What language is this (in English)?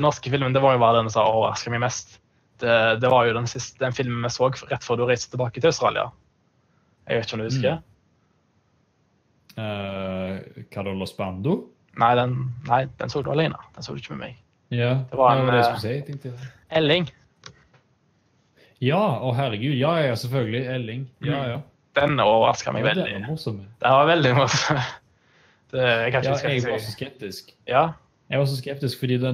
Norwegian